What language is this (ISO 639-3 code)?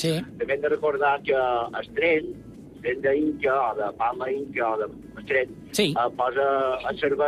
cat